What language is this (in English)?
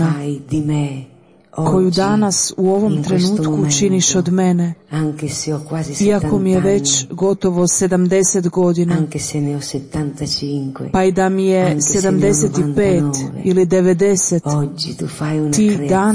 Croatian